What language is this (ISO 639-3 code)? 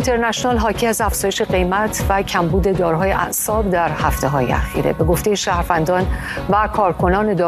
fas